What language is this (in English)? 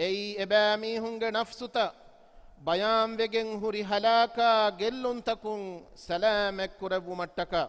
Divehi